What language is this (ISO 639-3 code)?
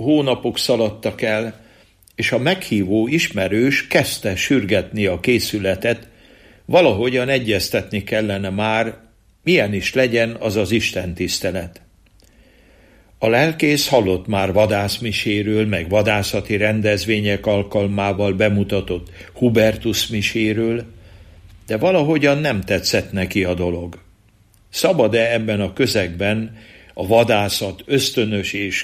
hun